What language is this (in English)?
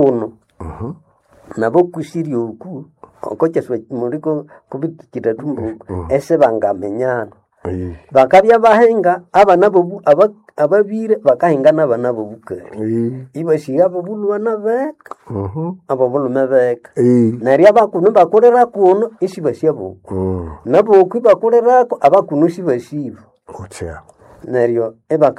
Nande